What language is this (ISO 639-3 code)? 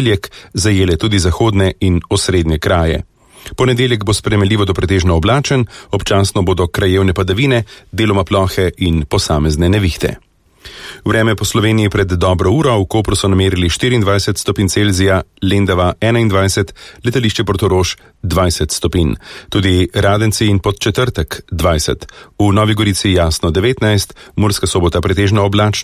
slv